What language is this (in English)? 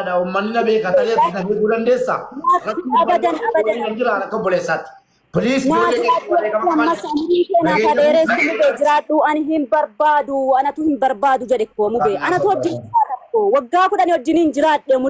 Oromo